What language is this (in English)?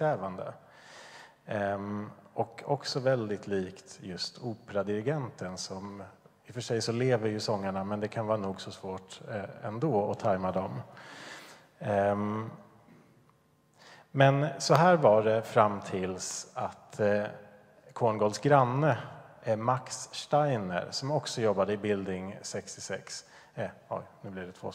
Swedish